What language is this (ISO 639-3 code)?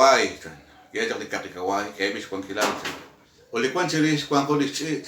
kek